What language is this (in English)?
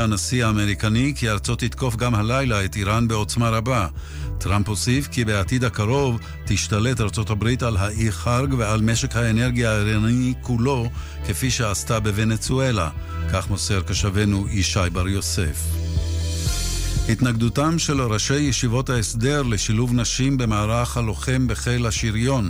Hebrew